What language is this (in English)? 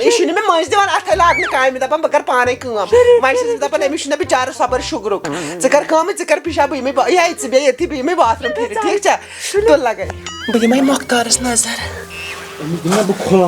Kashmiri